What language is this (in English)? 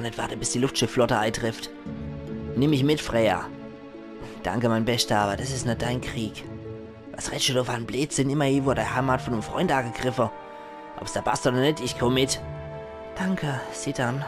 Palatine German